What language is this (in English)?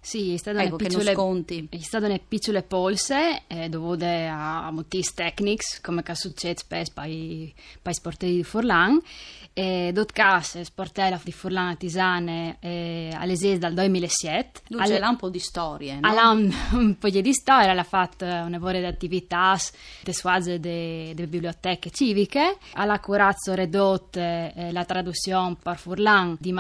Friulian